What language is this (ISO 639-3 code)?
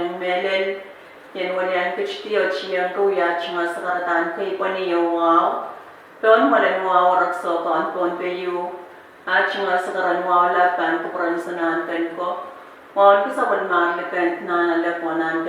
pon